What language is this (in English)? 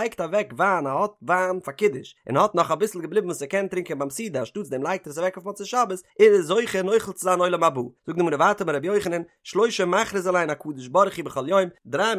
Yiddish